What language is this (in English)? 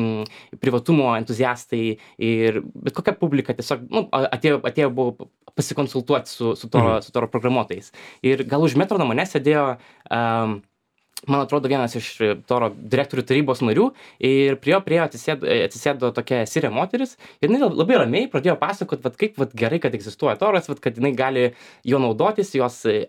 Lithuanian